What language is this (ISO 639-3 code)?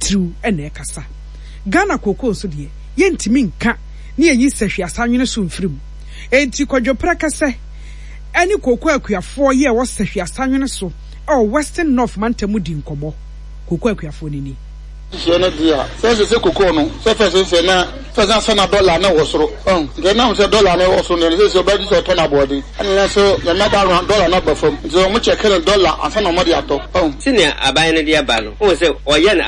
aka